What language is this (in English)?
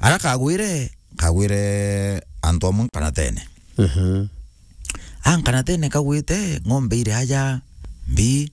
Meru